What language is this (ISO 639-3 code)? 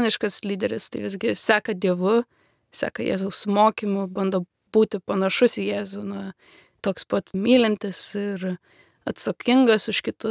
lit